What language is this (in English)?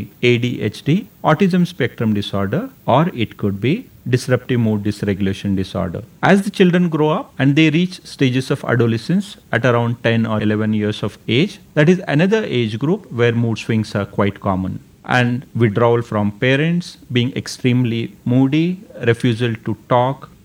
English